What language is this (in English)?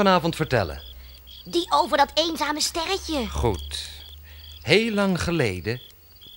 Dutch